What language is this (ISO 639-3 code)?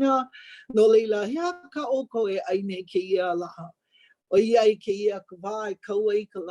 haw